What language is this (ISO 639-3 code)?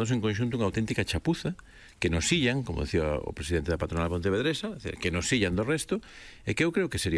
glg